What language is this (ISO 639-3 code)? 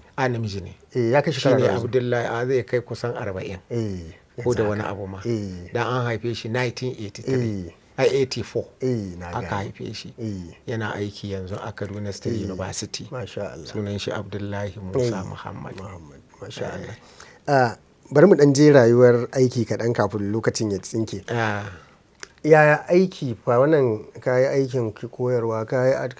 hau